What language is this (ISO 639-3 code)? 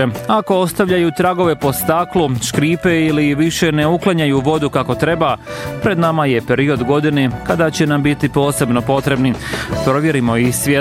bos